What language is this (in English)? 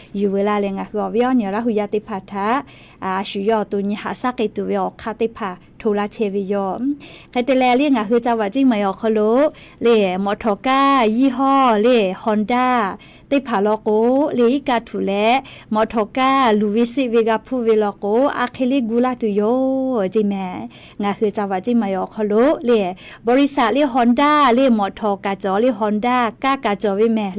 Lahu